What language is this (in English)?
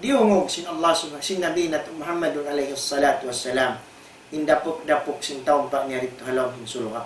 Tausug